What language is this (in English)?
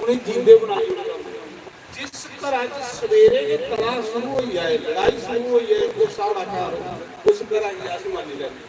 Dogri